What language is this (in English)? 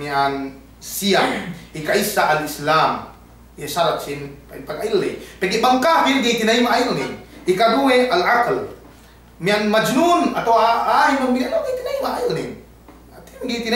Yakan